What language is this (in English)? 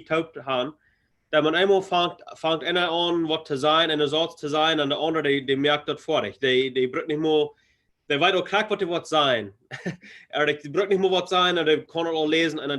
Plautdietsch